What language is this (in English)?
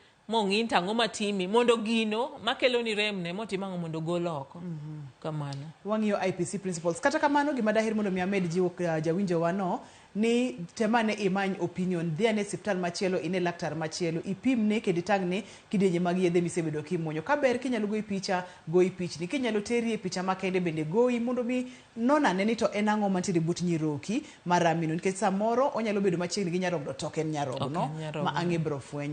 Luo (Kenya and Tanzania)